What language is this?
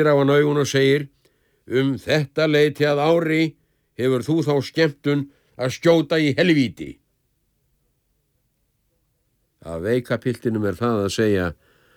Icelandic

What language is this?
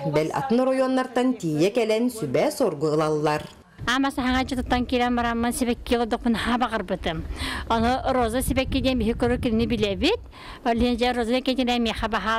Yakut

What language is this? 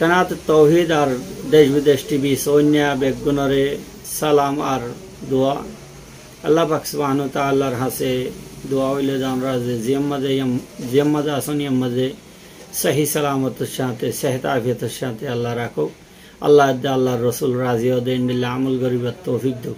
Rohingya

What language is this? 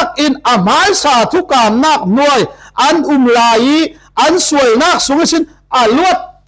Falam Chin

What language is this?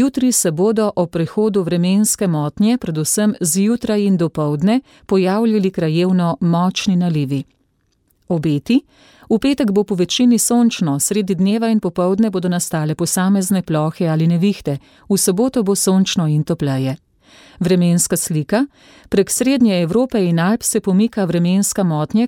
Slovenian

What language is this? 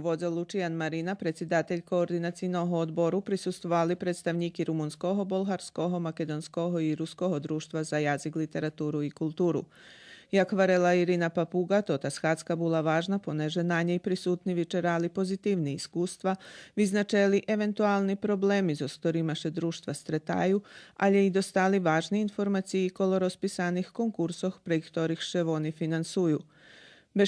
Rusyn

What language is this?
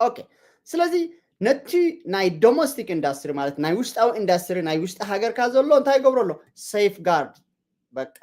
Tigrinya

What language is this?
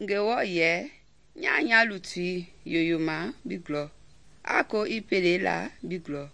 Mende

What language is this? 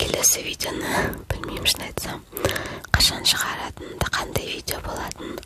Kazakh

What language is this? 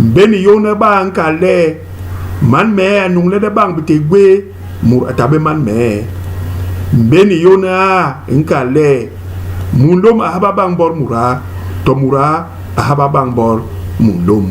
Basaa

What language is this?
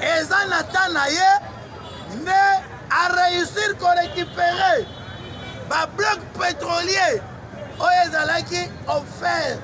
Lingala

